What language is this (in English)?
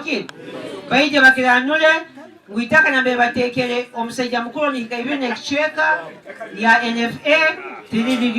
Nyankole